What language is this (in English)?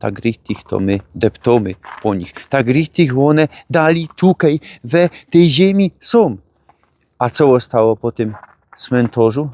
Silesian